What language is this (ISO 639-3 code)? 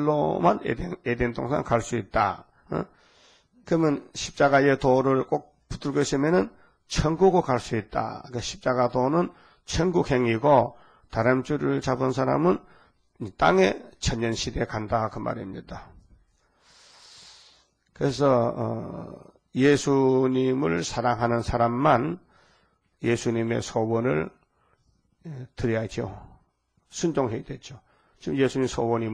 kor